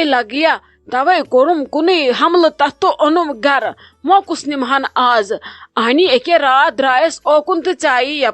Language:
Kashmiri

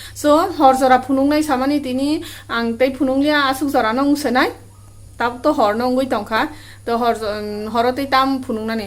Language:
Kok Borok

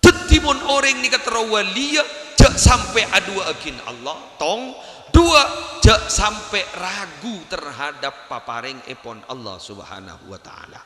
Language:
Madurese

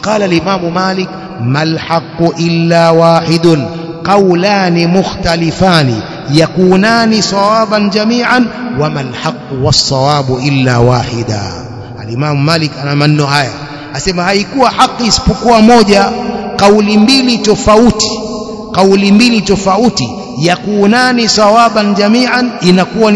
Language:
Swahili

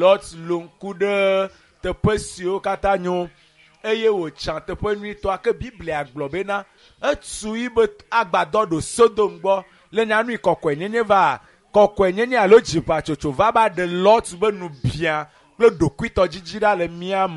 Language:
Ewe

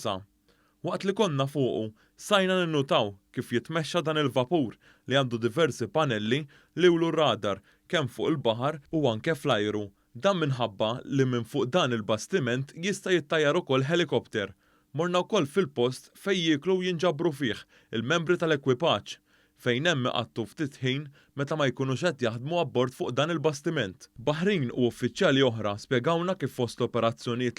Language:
Maltese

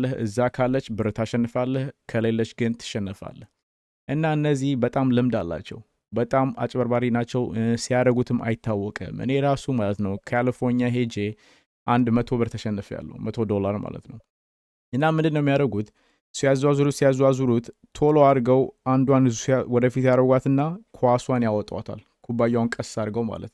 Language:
Amharic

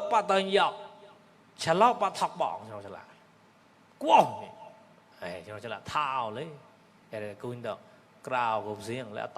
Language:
Mon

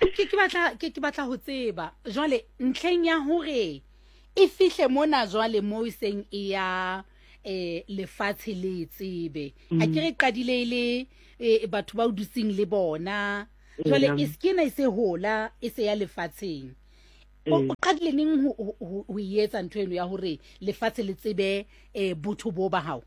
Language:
Southern Sotho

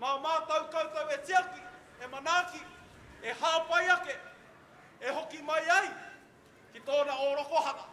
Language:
Māori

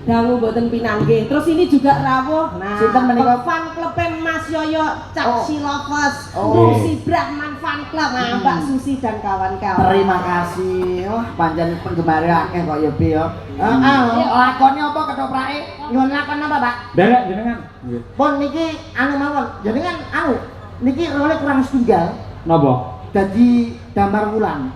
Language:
Javanese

